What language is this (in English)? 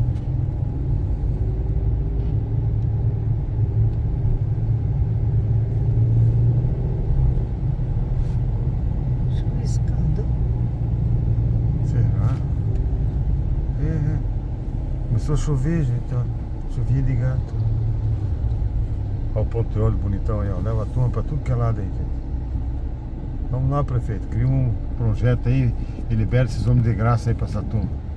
Portuguese